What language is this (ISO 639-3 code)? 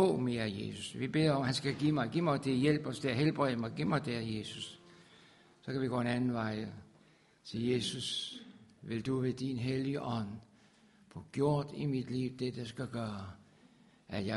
dan